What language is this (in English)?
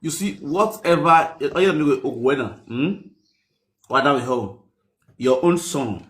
Nigerian Pidgin